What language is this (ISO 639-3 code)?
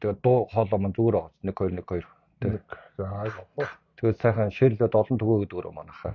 mon